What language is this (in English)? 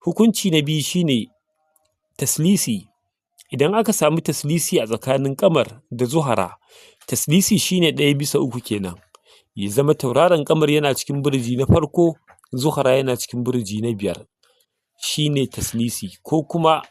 Hausa